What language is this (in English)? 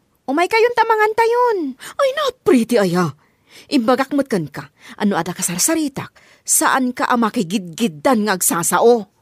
Iloko